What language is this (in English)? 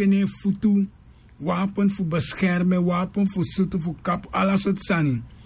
Sranan Tongo